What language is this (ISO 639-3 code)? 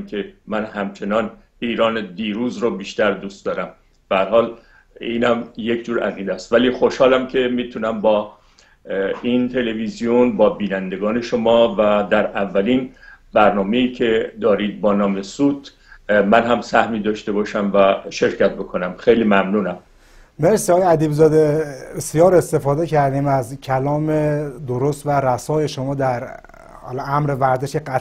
fas